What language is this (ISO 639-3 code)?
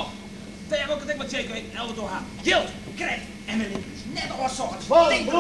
fry